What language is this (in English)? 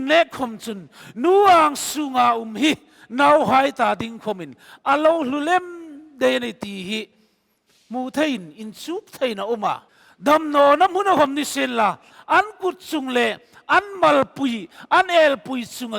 Hmar